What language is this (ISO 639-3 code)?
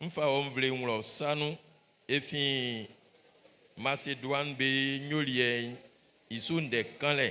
bci